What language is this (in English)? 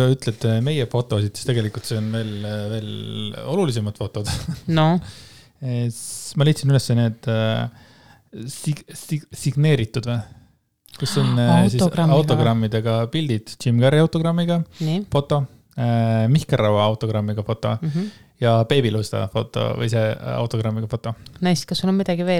Estonian